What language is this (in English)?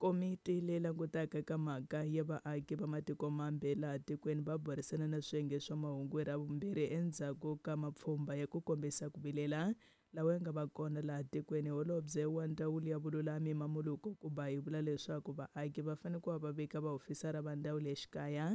Tsonga